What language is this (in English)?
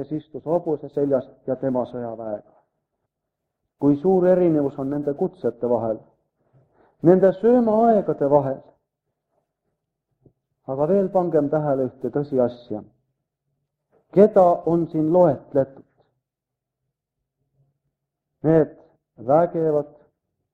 Estonian